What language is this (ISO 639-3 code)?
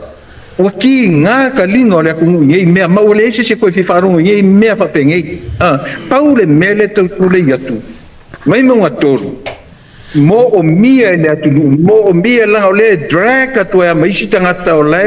smo